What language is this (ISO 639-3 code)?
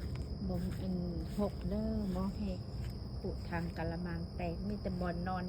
lao